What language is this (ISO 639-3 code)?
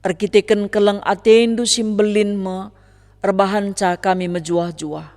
btx